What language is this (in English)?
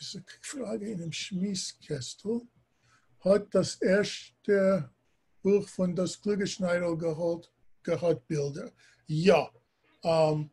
Yiddish